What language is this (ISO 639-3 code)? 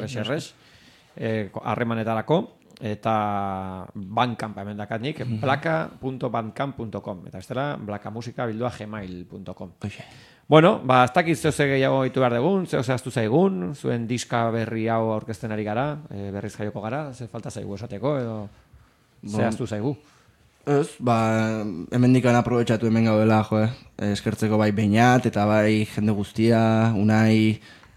eus